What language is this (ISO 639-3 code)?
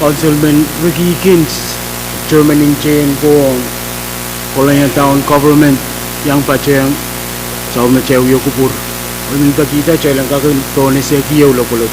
pon